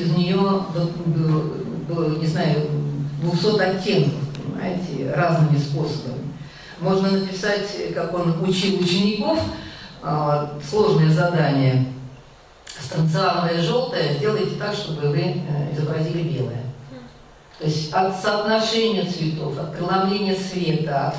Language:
Russian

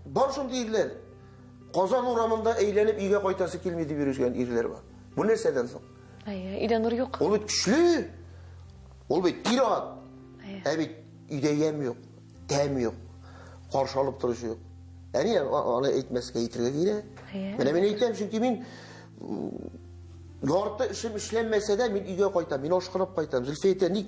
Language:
Tatar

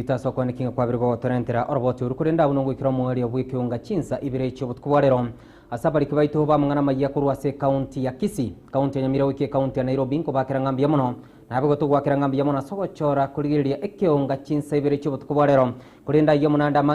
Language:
Gusii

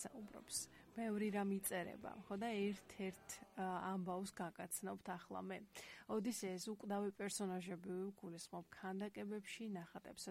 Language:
Georgian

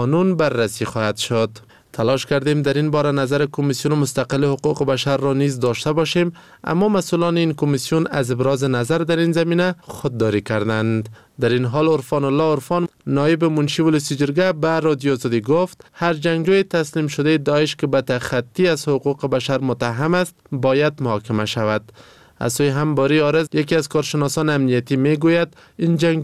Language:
Persian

